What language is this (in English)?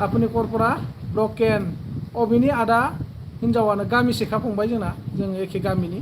Bodo